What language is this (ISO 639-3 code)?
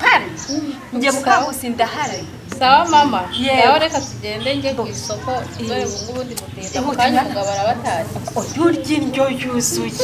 kin